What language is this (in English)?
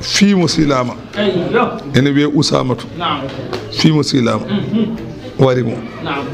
Fula